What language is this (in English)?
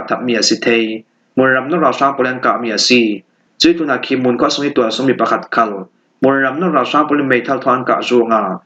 Falam Chin